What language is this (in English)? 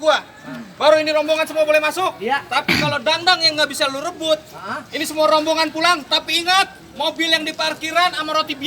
Betawi